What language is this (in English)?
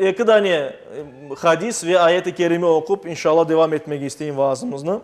Crimean Tatar